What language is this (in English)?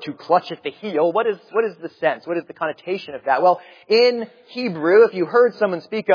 English